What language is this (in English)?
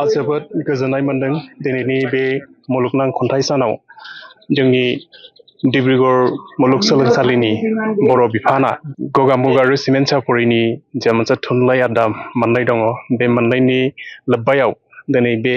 Bodo